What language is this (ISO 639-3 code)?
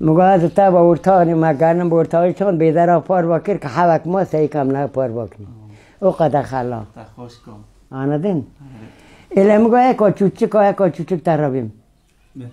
kur